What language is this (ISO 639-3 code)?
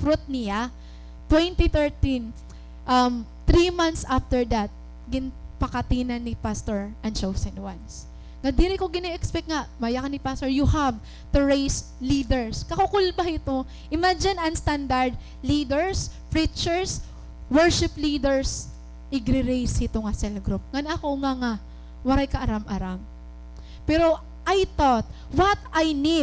war